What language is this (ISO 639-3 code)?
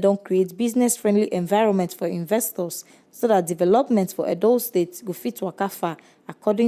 pcm